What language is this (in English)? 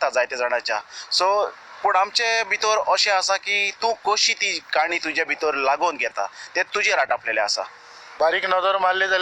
Konkani